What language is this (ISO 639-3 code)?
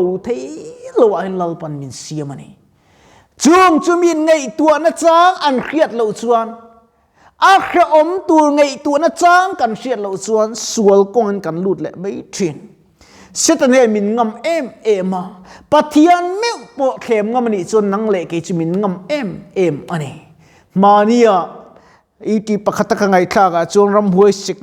lus